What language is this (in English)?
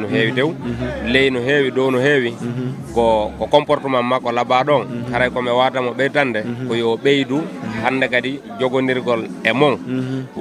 Fula